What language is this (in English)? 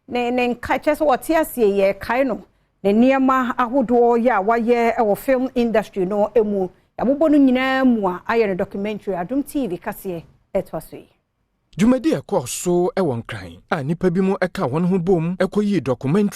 Akan